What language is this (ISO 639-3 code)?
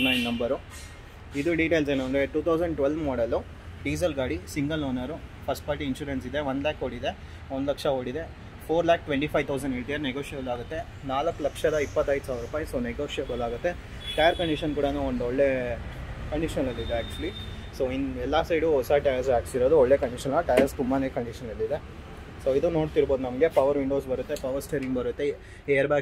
kan